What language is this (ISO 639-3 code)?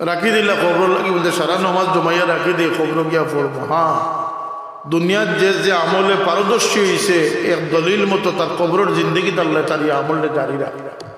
syl